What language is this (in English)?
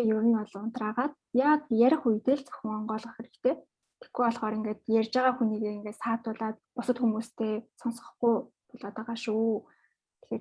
Mongolian